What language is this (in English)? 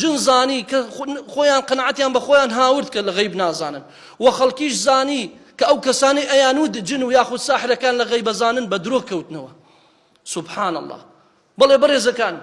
Central Kurdish